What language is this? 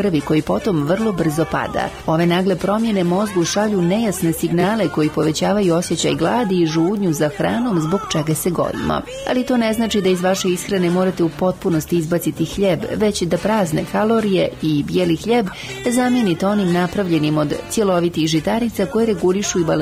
Bosnian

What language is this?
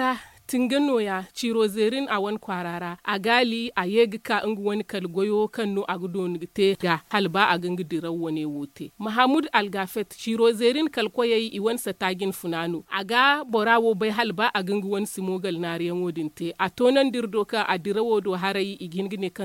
Zarma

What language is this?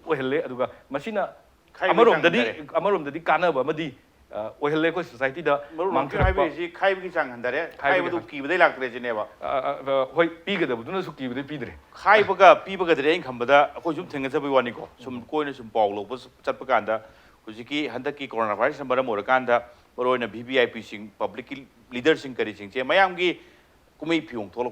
Manipuri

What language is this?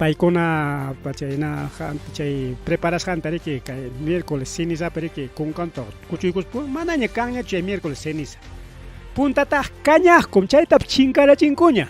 Ayacucho Quechua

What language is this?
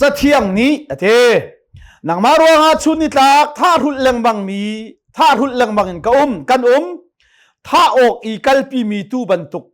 Hakha Chin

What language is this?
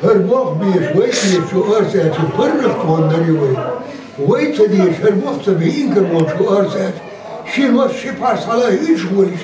Chechen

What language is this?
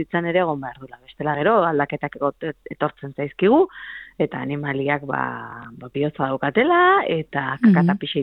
Basque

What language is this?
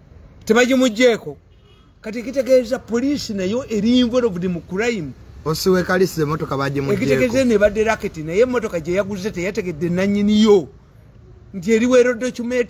Ganda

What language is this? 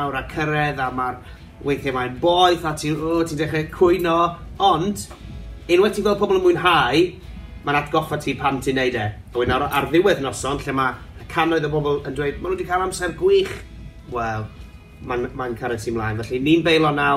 Welsh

